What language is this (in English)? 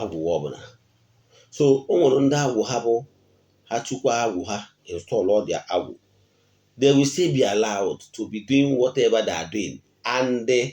Igbo